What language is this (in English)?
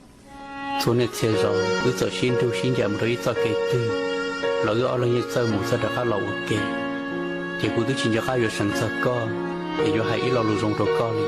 Hmong